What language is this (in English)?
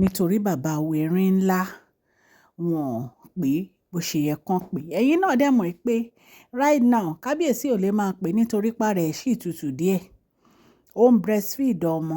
Yoruba